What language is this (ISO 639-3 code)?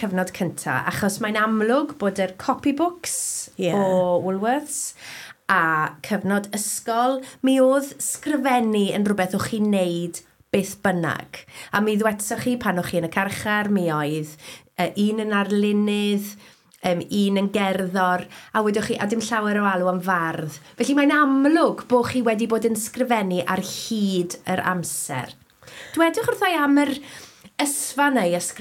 cym